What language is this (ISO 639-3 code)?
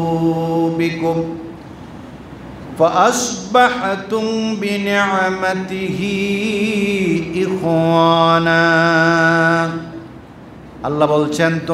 ben